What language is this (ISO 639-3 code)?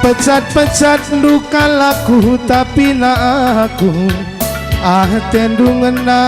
btx